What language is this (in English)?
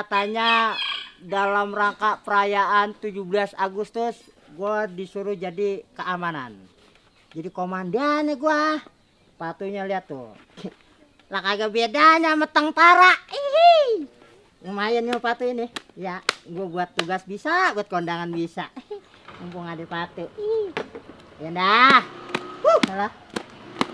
Betawi